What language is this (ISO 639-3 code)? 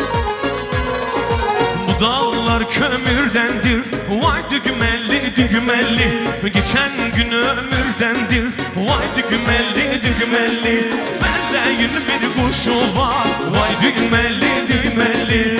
tur